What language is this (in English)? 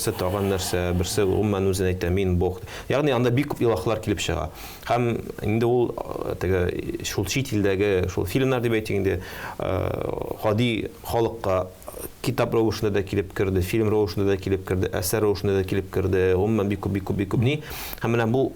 Tatar